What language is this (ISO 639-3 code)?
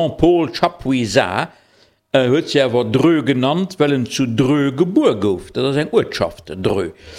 ltz